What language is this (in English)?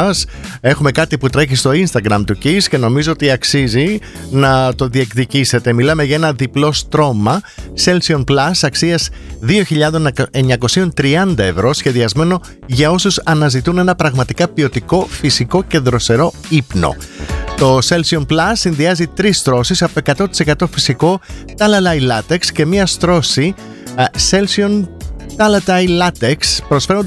Greek